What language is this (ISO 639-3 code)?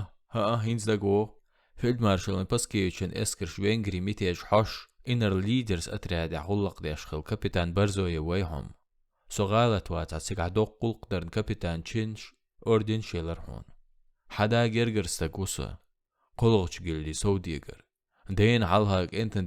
che